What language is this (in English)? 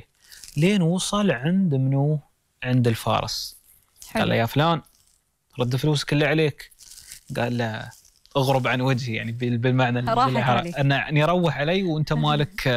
Gulf Arabic